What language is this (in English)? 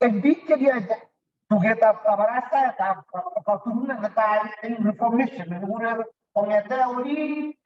Kalenjin